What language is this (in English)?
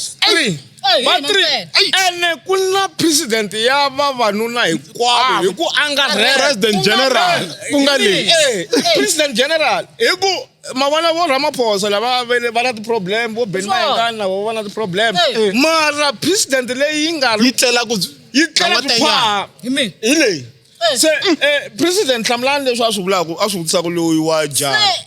Tsonga